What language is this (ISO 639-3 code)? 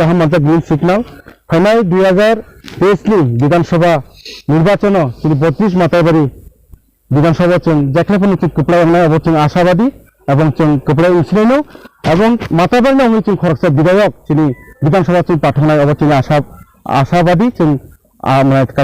trp